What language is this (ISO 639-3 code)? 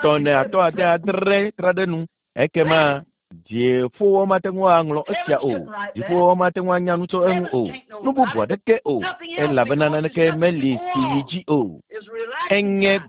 ewe